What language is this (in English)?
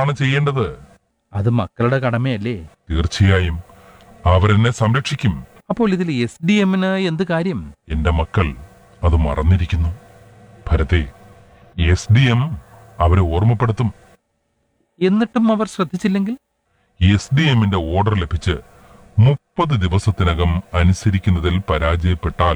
Malayalam